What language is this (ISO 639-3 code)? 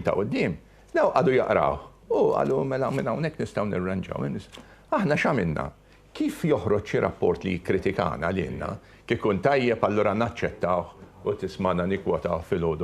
mlt